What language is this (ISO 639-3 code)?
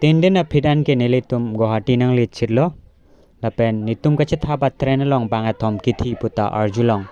mjw